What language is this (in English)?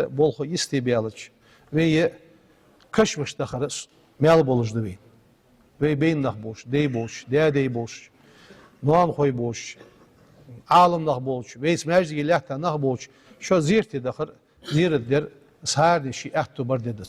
Ingush